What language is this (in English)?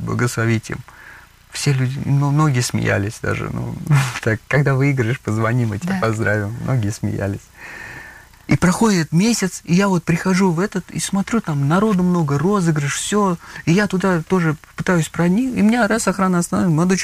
Russian